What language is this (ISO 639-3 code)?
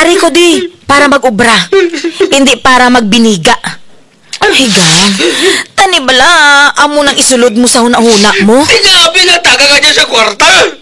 krj